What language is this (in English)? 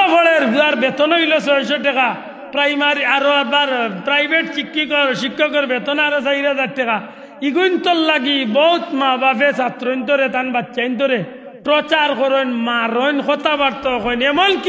Sylheti